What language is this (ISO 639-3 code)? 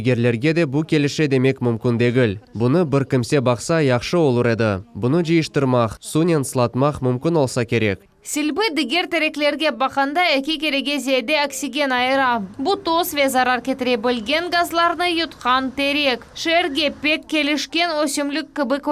crh